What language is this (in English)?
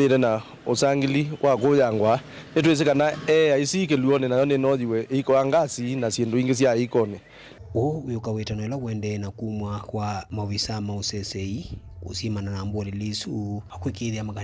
Kamba